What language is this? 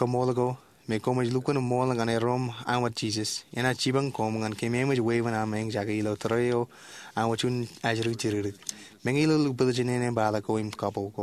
Marshallese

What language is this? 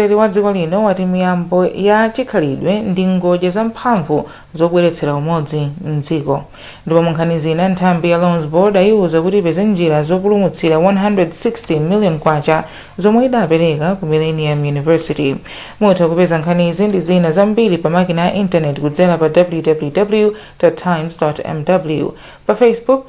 Nyanja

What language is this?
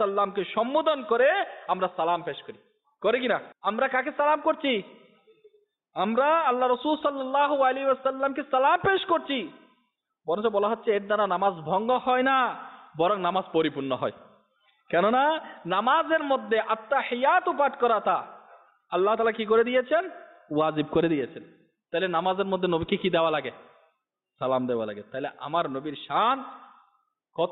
Bangla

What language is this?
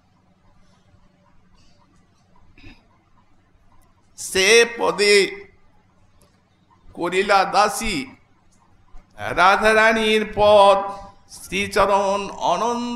Bangla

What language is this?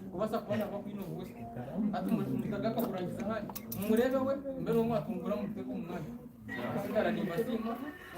Nyankole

